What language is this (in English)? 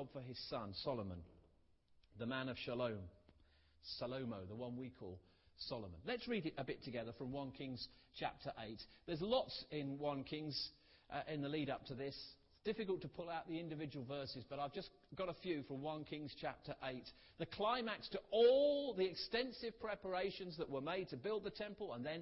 English